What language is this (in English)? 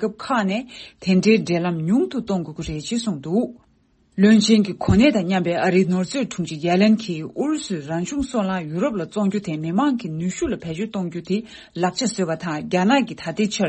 Tibetan